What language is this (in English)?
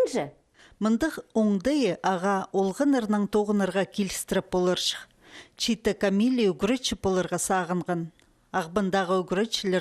Khakas